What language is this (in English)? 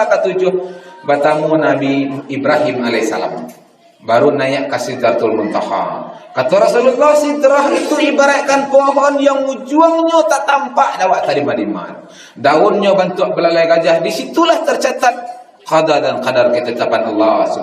Minangkabau